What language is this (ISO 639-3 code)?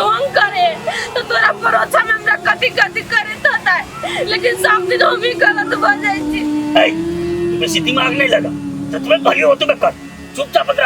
mai